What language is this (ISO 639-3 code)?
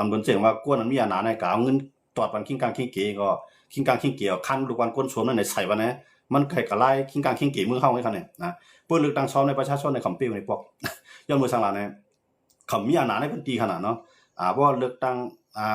shn